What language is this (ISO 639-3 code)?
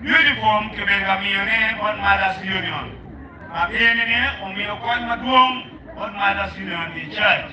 ach